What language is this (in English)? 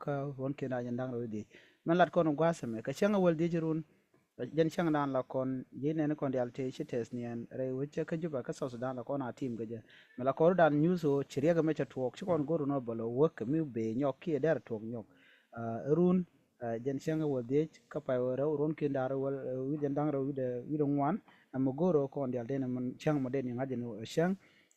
Nuer